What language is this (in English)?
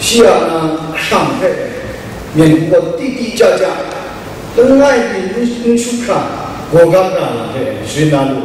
Kachin